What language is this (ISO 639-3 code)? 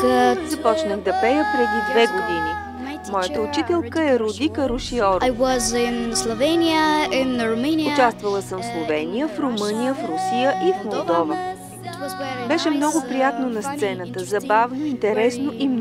bul